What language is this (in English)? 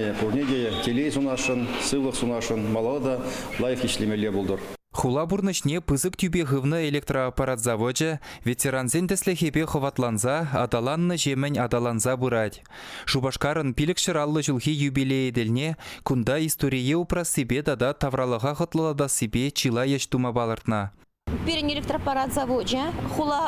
Chuvash